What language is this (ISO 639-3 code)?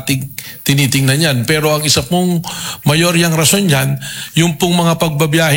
fil